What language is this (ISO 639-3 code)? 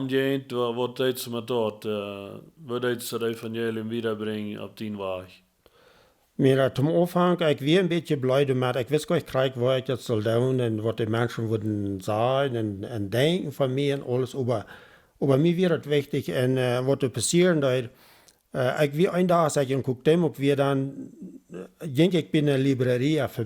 pdt